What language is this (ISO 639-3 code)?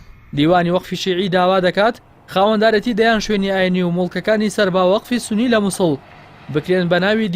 ckb